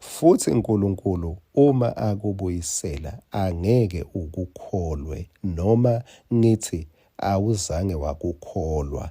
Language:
Swati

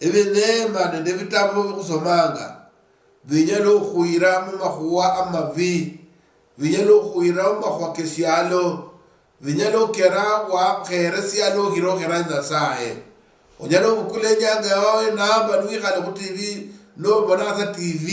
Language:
Luyia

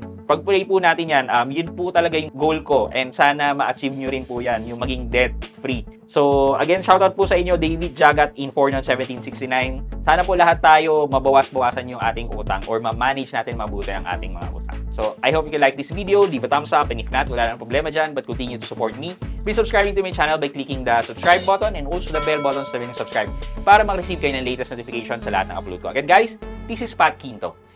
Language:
Filipino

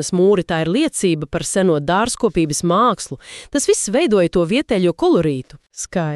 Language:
Latvian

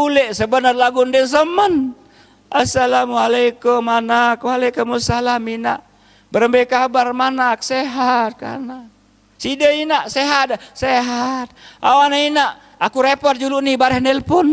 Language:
Sasak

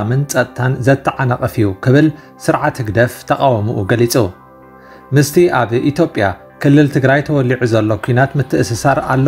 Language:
Tigrinya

